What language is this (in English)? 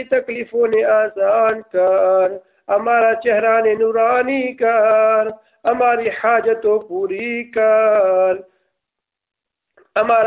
Gujarati